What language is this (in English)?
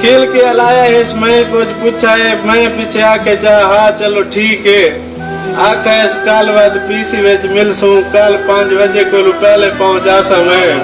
Saraiki